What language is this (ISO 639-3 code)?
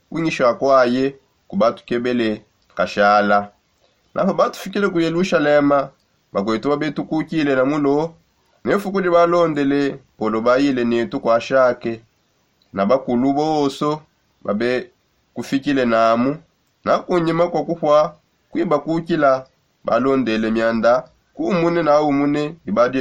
sop